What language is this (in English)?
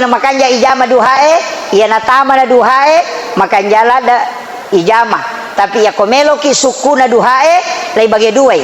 Buginese